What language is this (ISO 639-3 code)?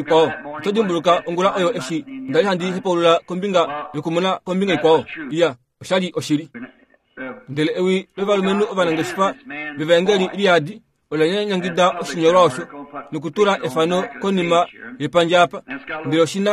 kua